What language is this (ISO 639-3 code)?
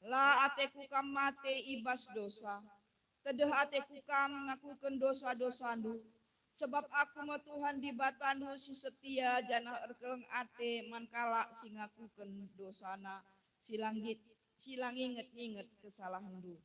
btx